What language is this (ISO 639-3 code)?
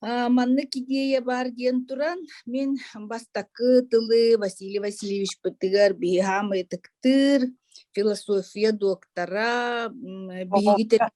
sah